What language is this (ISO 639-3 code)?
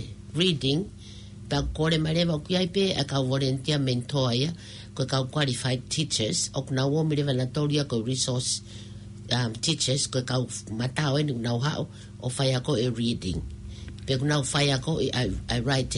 ton